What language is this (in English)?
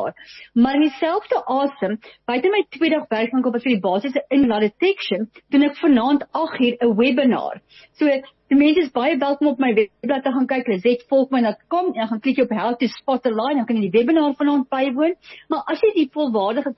Afrikaans